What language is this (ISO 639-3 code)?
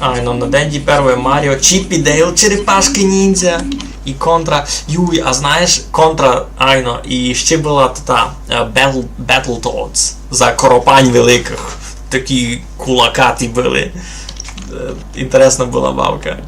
rue